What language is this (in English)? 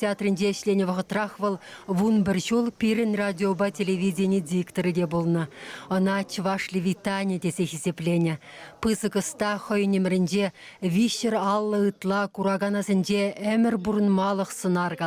Chuvash